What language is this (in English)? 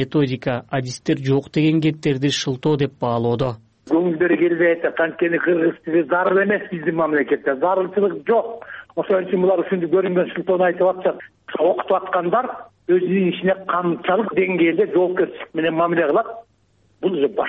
Kyrgyz